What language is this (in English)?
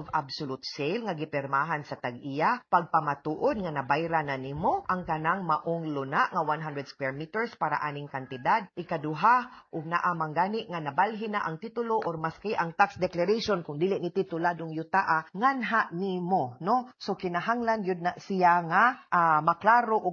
Cebuano